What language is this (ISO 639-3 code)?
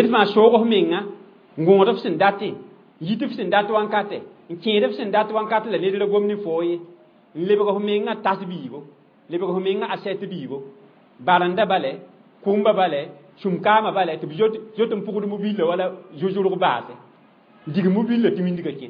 mos